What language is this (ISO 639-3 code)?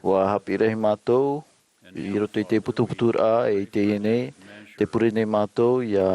tah